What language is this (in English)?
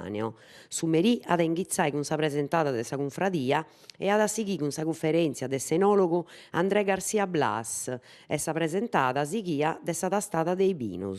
Sardinian